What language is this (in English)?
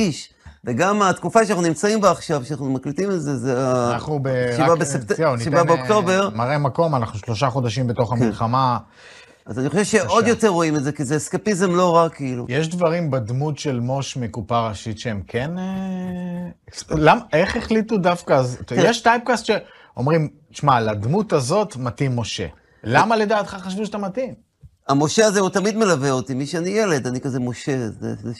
Hebrew